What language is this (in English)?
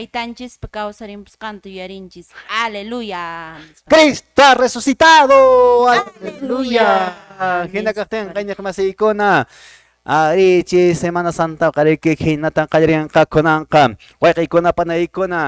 Quechua